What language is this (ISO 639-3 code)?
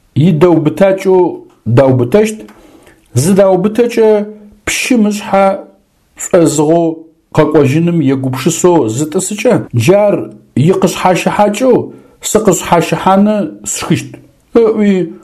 ady